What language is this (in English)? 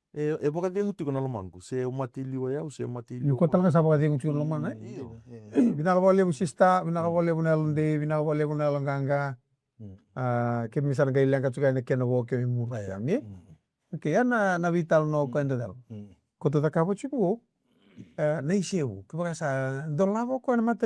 Fijian